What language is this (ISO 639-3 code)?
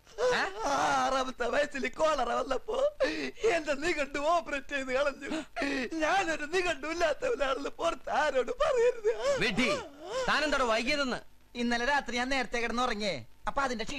mal